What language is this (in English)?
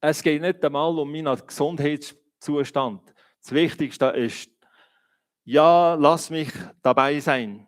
Swiss German